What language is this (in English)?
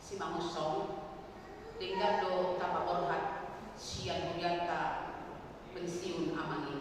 Batak Toba